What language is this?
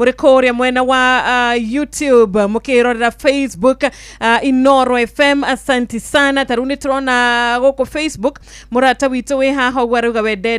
Kikuyu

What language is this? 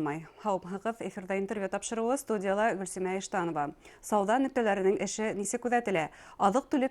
Bashkir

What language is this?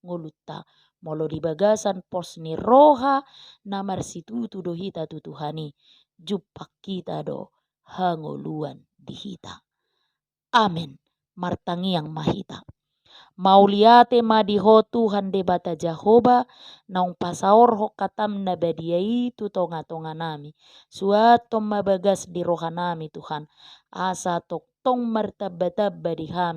Batak Toba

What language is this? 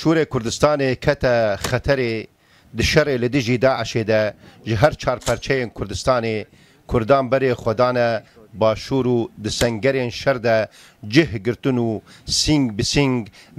Kurdish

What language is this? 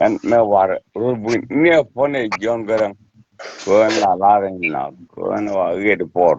Nuer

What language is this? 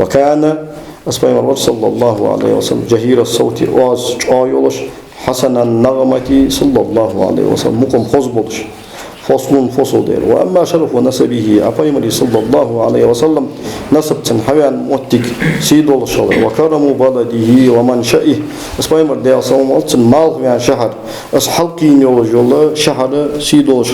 Ingush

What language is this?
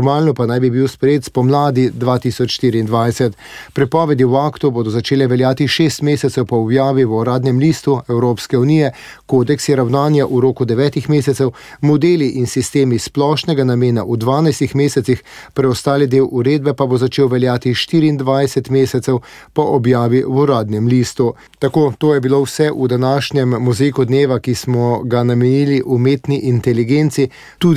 Slovenian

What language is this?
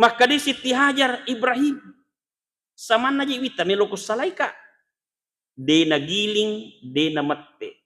Buginese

